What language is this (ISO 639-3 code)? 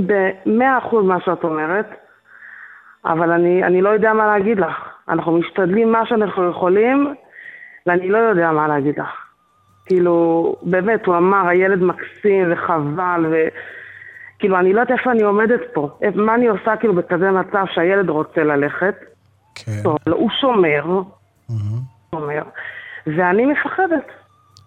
heb